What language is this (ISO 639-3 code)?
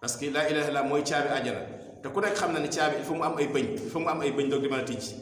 wol